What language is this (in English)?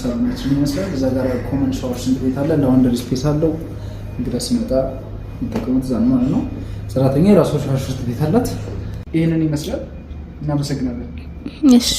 Amharic